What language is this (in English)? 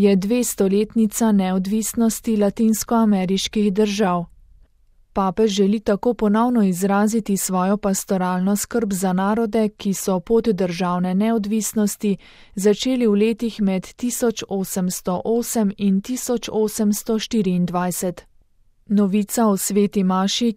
Slovenian